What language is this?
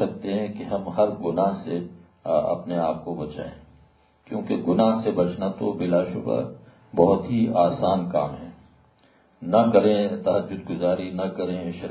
Urdu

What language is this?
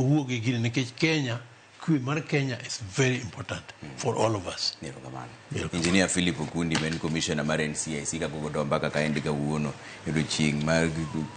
Luo (Kenya and Tanzania)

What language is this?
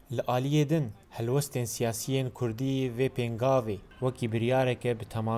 Kurdish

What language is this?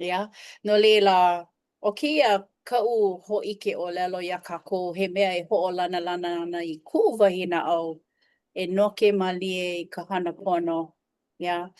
Hawaiian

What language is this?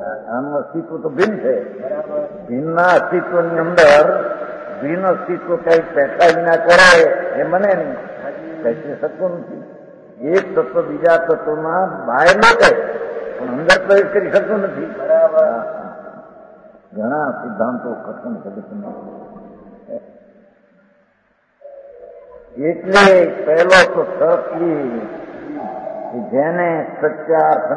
Gujarati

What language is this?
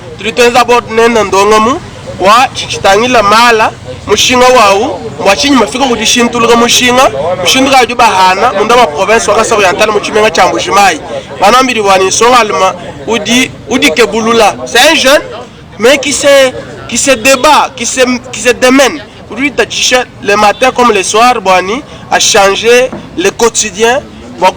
Luba-Lulua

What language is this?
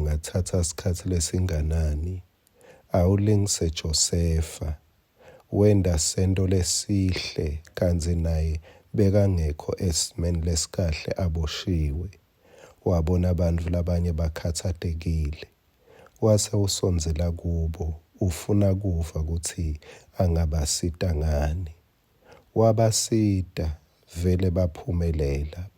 Swati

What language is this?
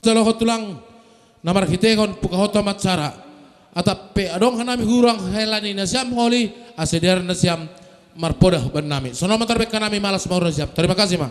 Batak Simalungun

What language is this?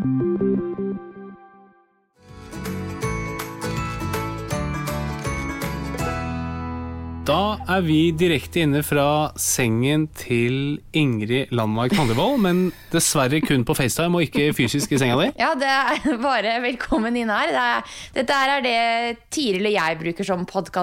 Norwegian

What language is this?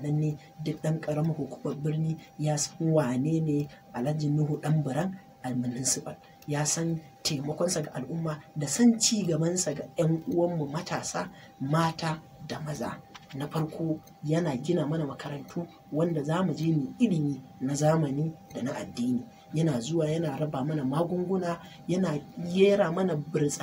Hausa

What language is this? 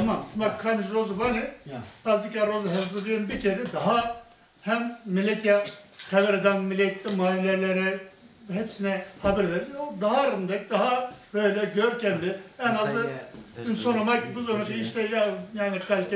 Zaza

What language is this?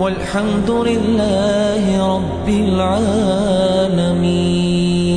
Ingush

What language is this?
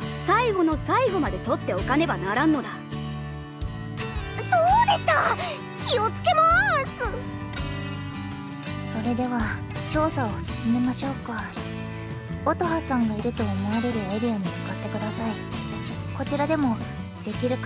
Japanese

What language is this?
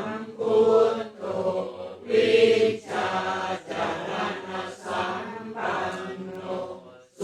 Pali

